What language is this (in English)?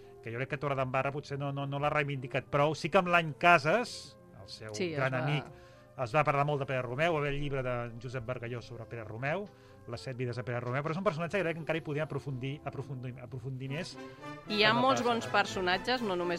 Catalan